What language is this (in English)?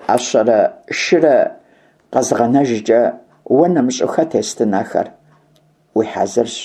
Kabardian